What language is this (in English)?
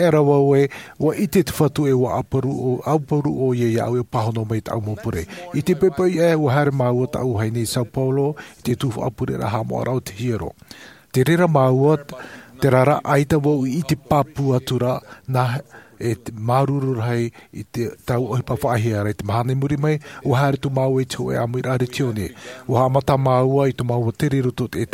Tahitian